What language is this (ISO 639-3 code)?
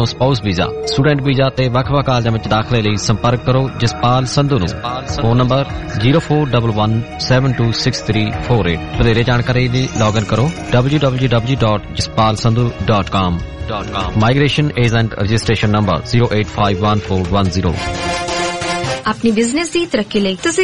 pan